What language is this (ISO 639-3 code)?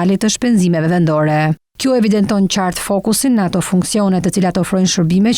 sqi